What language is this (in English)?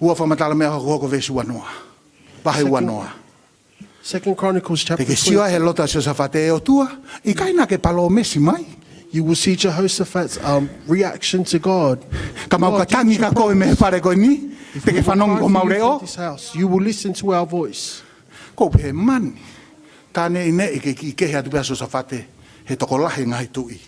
Tongan